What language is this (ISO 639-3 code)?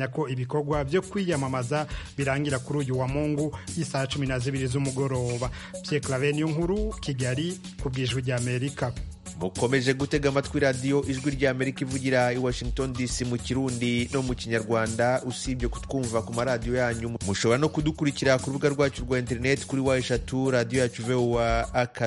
kin